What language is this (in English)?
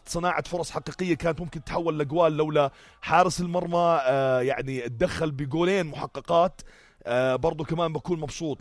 North Levantine Arabic